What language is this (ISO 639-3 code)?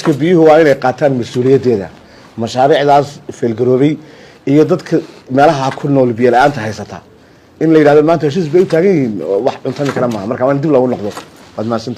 som